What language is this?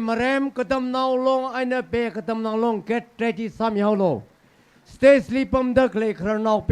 Tangkhul Naga (India)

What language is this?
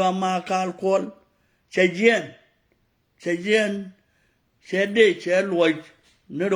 Nuer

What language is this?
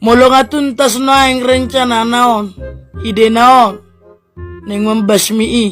Batak Toba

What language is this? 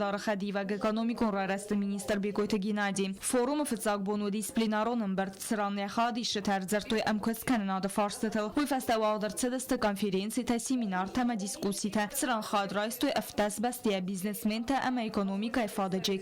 Ossetic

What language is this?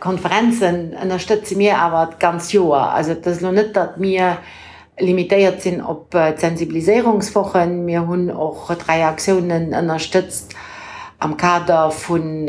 Luxembourgish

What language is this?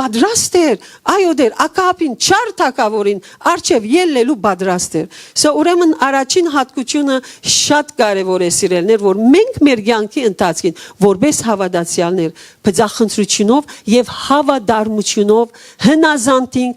Western Armenian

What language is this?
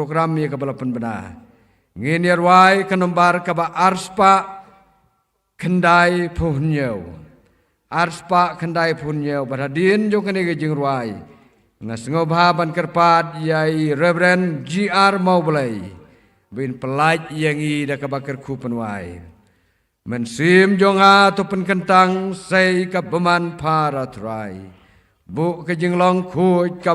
Khasi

